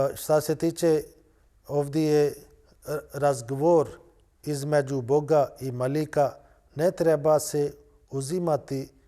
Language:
Bosnian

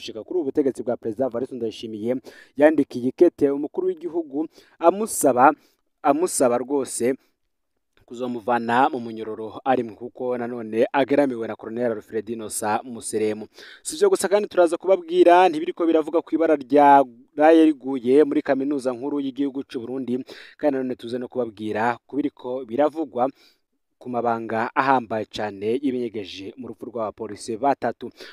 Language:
Rundi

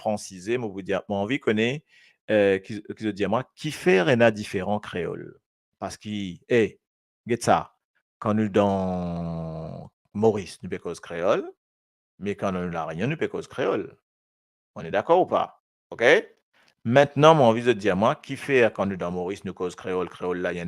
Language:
Morisyen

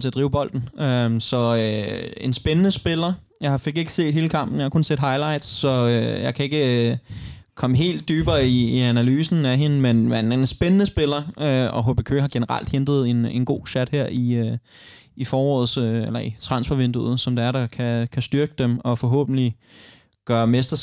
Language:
Danish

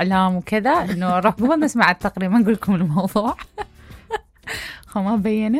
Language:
Mesopotamian Arabic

